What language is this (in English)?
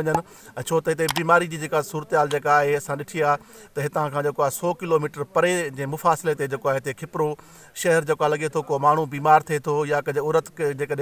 Sindhi